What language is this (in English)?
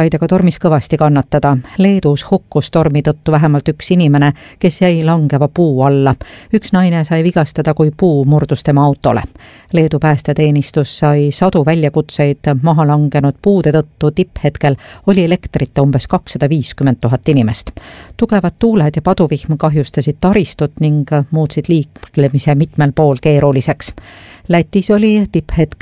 Estonian